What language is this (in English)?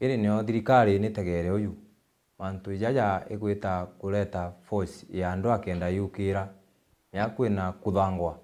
Meru